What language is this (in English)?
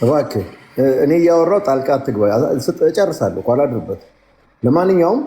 Amharic